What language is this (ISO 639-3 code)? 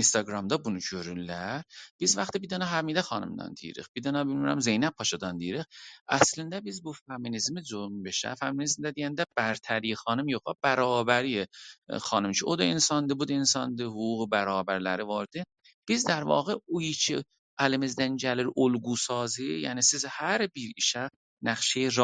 azb